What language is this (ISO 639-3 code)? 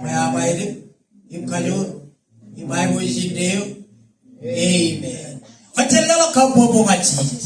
mah